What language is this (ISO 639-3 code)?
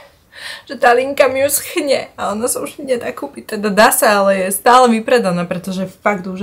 slk